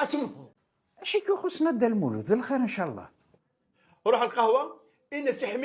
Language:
Kabyle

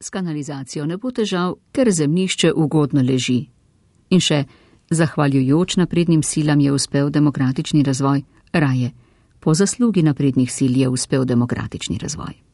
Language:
Slovenian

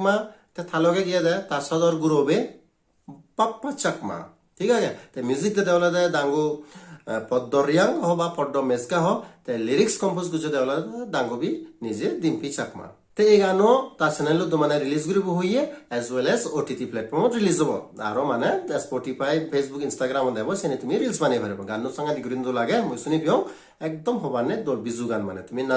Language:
Chakma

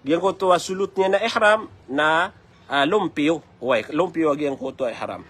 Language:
Maranao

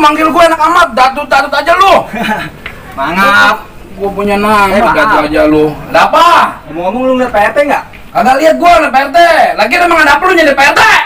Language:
Betawi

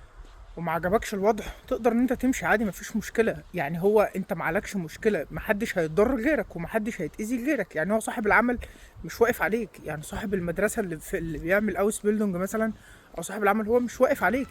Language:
Egyptian Arabic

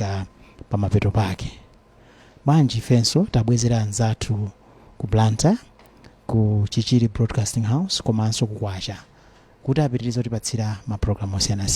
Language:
Nyanja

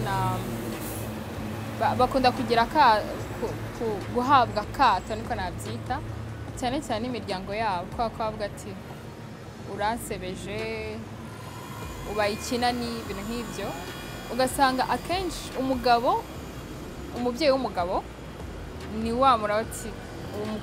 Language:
Kinyarwanda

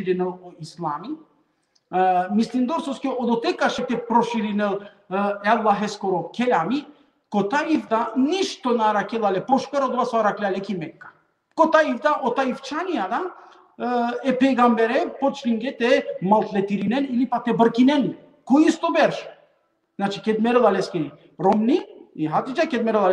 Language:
Balkan Romani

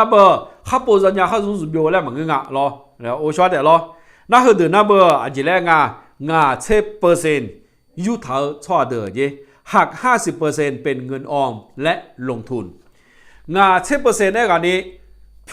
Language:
Akha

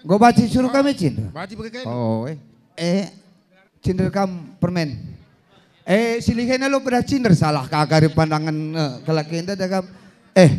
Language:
Batak Karo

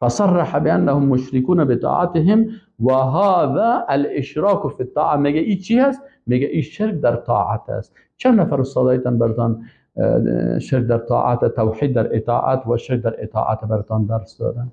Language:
Persian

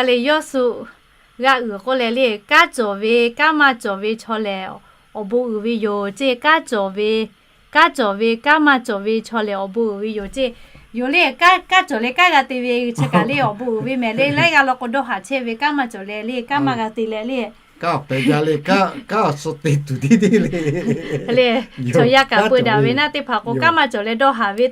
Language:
Lahu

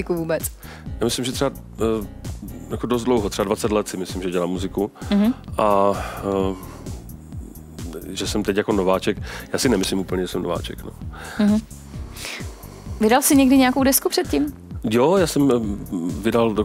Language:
Czech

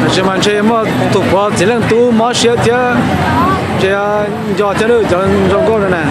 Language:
Hmong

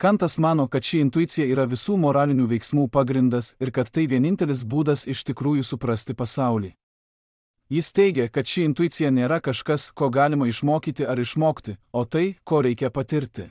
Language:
Lithuanian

